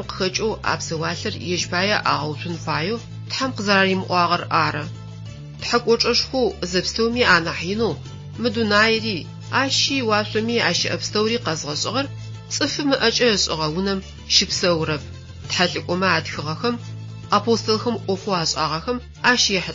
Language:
Adyghe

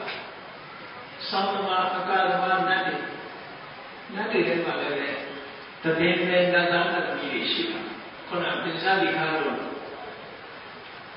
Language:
Burmese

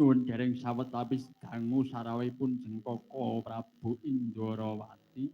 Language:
Javanese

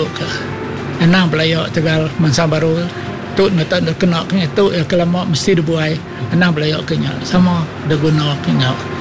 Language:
Iban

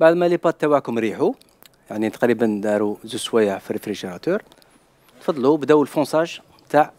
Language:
Algerian Arabic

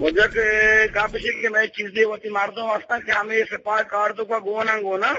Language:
Eastern Balochi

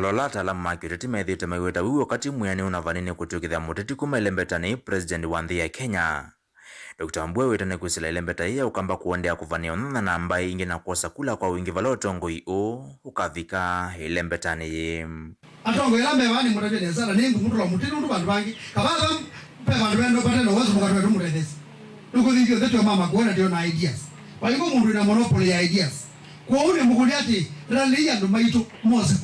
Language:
Kamba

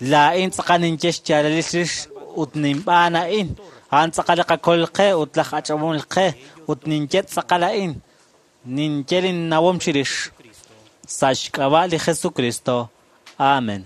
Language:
Kekchí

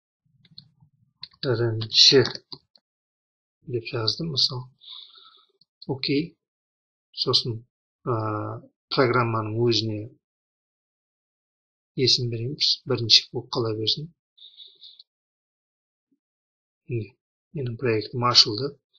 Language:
Kazakh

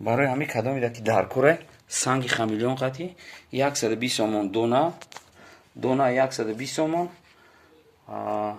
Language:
Tajik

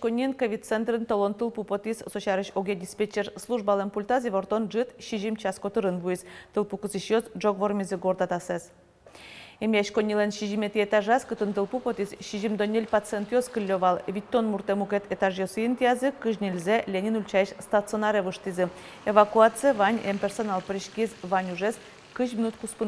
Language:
Udmurt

